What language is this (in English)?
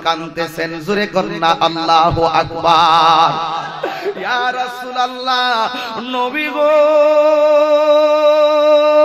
Bangla